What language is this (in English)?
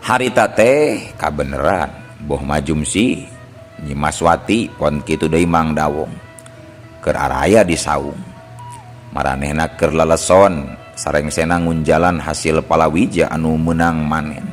Sundanese